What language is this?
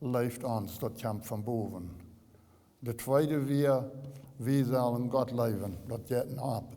Plautdietsch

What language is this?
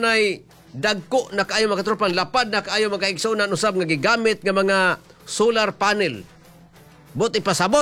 Cebuano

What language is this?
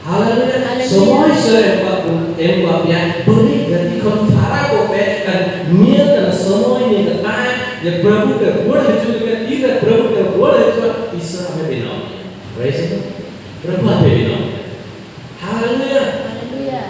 Santali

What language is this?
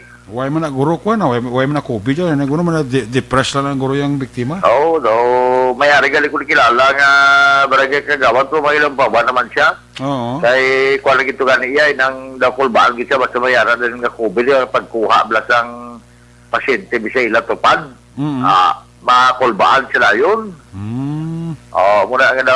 Hiligaynon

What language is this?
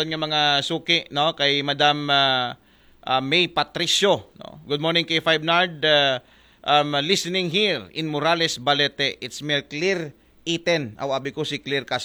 Aklanon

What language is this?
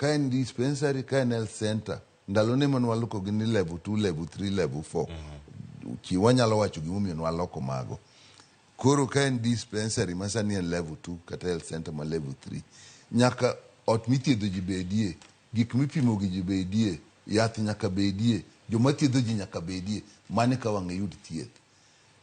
Luo (Kenya and Tanzania)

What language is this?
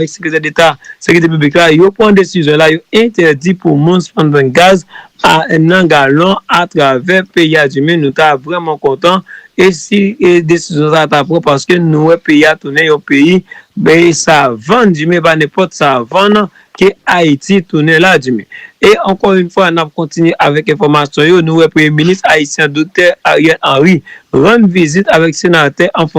Haitian Creole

